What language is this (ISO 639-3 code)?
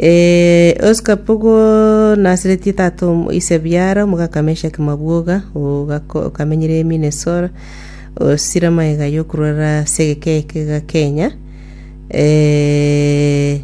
guz